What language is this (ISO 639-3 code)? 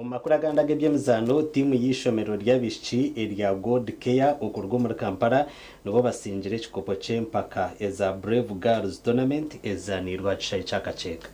nyn